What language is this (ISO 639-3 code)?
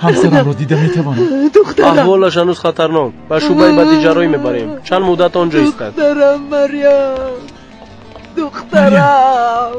tgk